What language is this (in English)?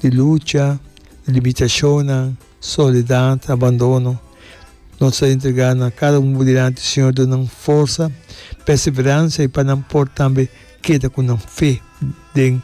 Papiamento